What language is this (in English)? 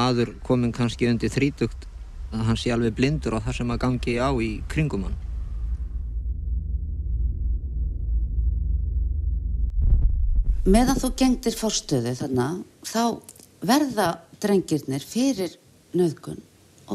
Icelandic